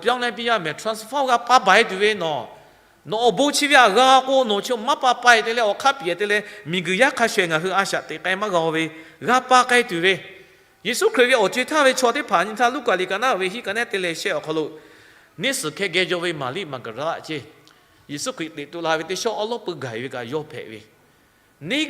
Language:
Lahu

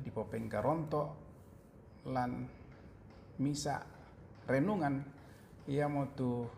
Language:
Toraja-Sa'dan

